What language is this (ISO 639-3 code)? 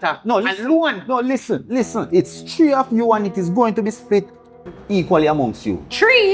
jam